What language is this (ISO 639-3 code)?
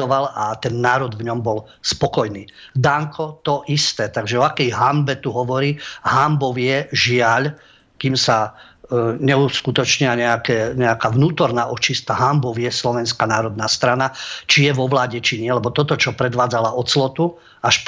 slk